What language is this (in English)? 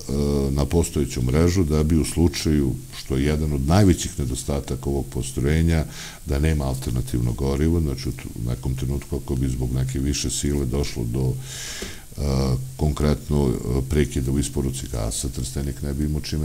Serbian